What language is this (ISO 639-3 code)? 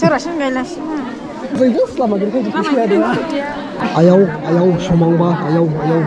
dis